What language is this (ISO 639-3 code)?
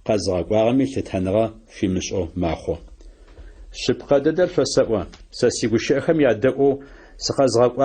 ady